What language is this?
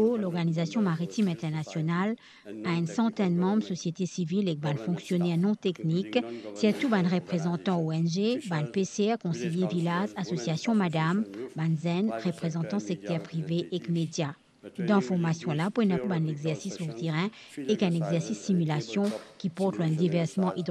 Morisyen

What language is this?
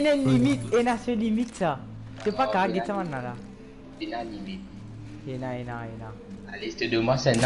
Morisyen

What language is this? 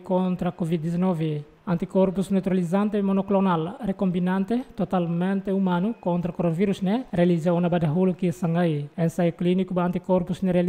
Tetum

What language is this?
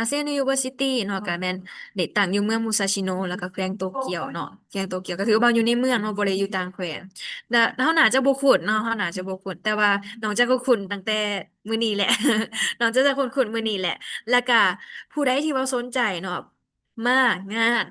Lao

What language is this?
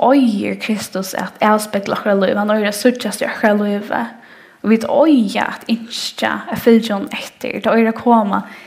Faroese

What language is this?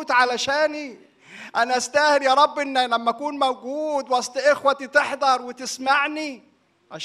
Egyptian Arabic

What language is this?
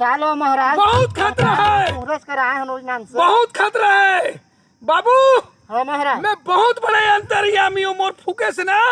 Chhattisgarhi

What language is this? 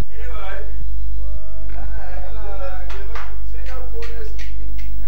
Afrikaans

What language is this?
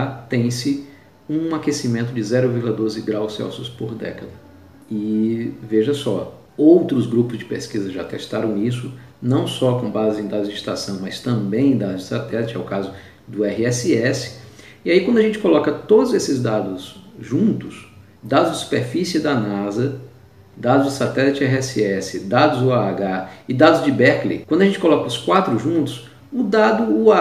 Portuguese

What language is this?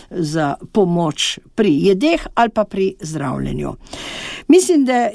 Slovenian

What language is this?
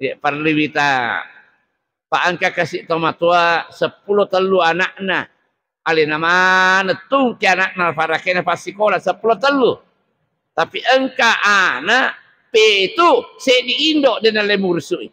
Buginese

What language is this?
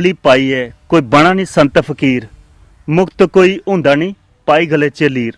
Dogri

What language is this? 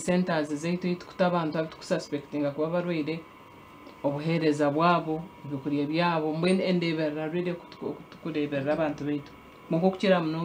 Nyankole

